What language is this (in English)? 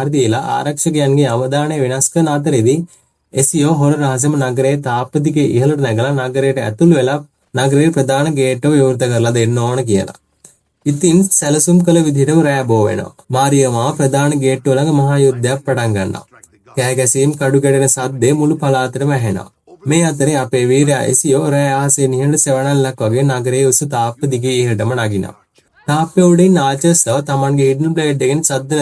Sinhala